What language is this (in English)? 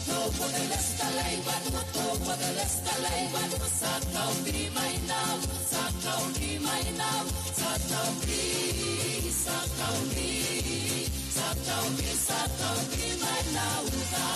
Tongan